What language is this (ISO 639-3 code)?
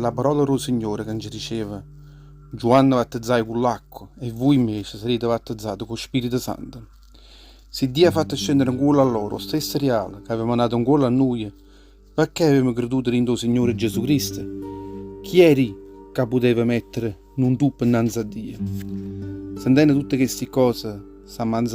nap